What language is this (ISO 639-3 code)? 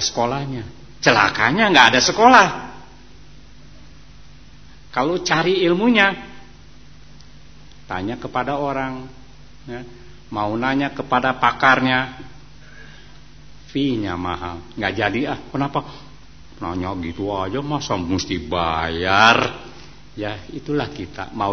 ind